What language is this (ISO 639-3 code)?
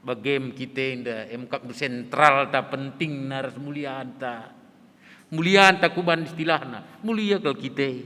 btx